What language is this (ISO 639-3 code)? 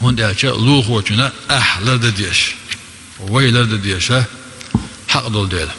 che